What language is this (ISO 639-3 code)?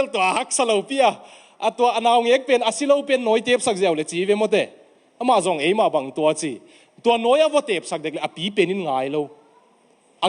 ctd